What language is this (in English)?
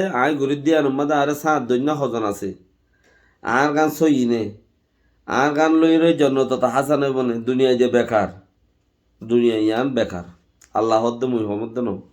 Rohingya